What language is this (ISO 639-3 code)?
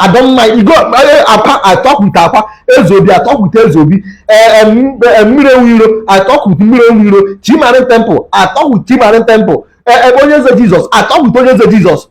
ibo